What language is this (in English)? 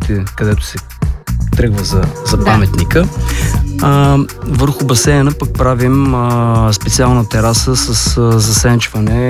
Bulgarian